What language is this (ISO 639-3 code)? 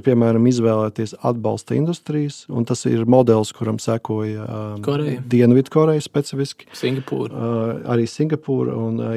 lav